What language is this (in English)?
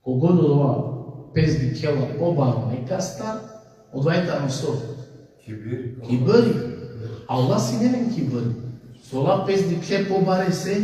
Balkan Romani